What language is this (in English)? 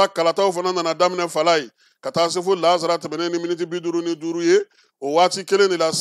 Bambara